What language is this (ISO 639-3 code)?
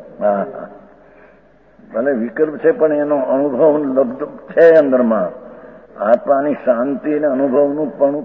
guj